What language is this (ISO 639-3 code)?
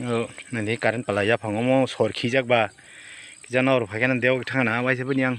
trp